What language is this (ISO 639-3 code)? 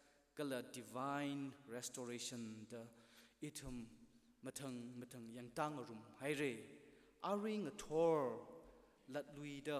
nmf